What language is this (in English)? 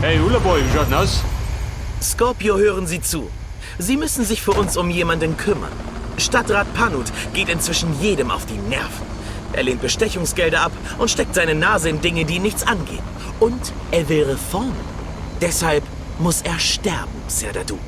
Bavarian